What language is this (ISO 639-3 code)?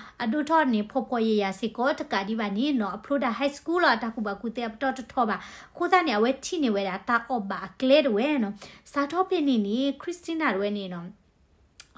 ksw